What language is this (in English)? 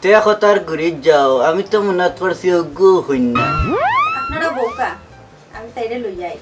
Sylheti